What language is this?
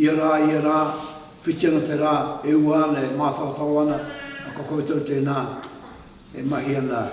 Māori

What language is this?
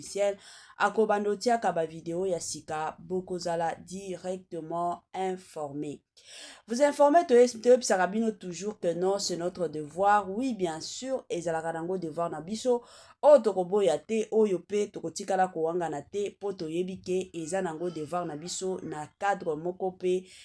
Lingala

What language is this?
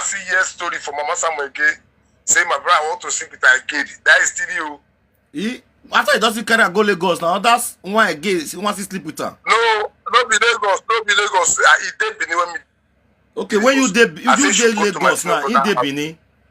Nigerian Pidgin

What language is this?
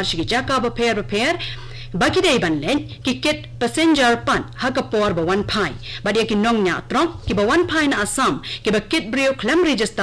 Khasi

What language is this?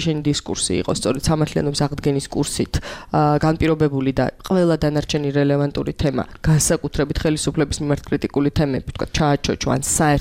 Georgian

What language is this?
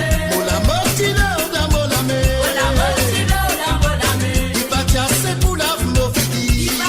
Morisyen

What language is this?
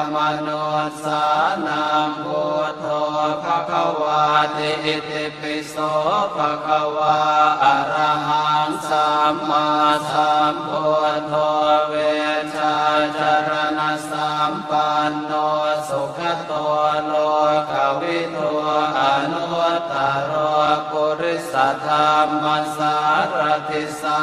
Pali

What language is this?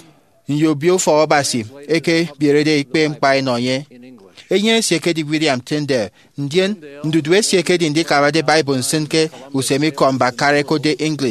Efik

